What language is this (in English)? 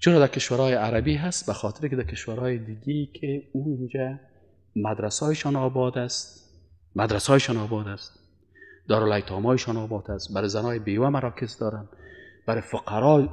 Persian